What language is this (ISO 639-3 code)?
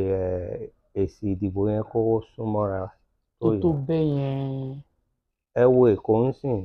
yor